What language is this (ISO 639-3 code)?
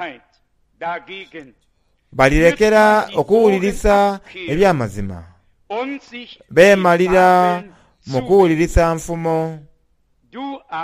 xog